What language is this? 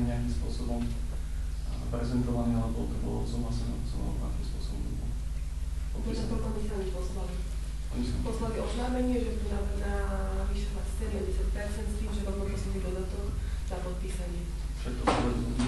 Slovak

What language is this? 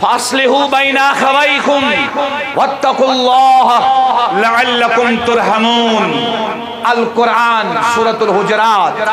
Kashmiri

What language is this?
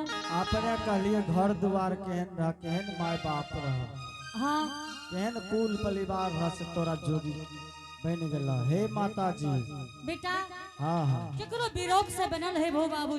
Angika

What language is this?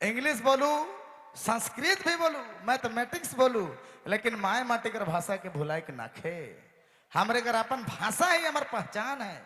Sadri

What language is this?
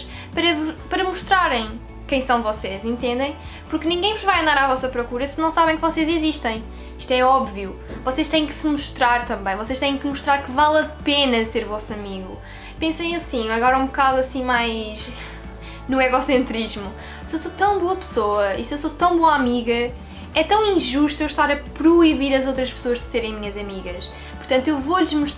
Portuguese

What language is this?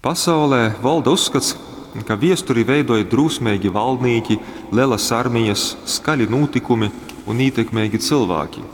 Latgalian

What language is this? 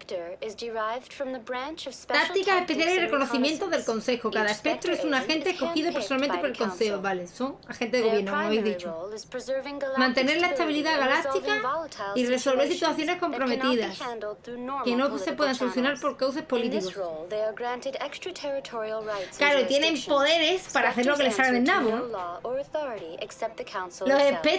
Spanish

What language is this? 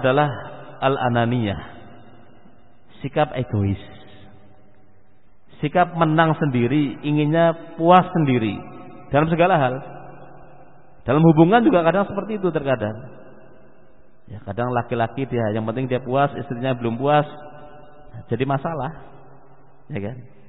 Indonesian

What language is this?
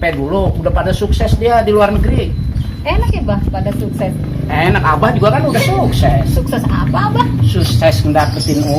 Betawi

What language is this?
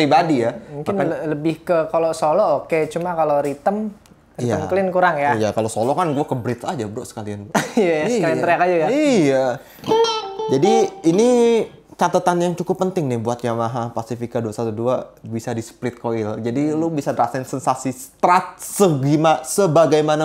Indonesian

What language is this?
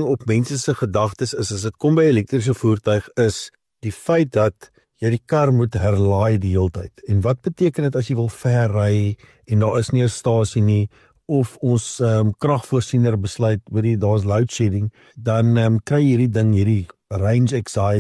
Afrikaans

